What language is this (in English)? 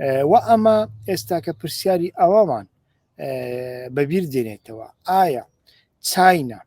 Central Kurdish